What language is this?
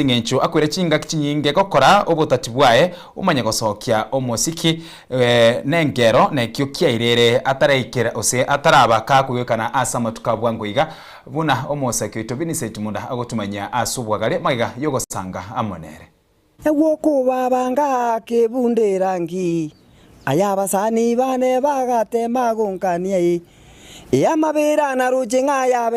Gusii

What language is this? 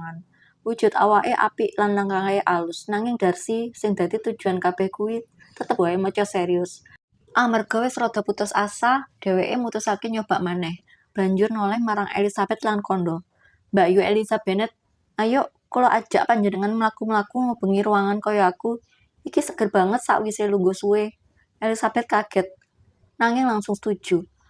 Javanese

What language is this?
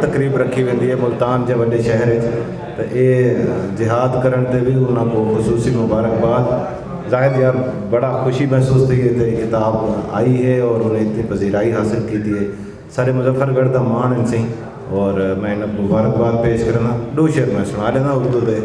Saraiki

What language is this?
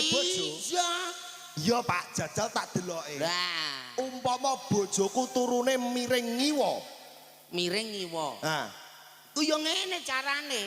Javanese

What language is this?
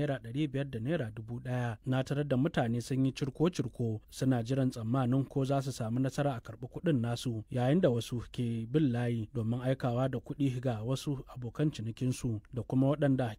Hausa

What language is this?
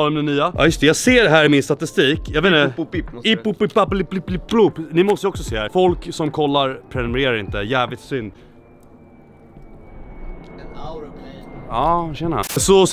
Swedish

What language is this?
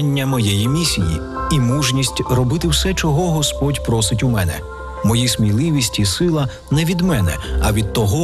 Ukrainian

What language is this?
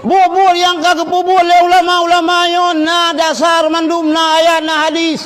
Achinese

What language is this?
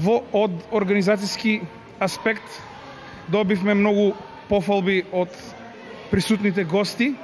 Macedonian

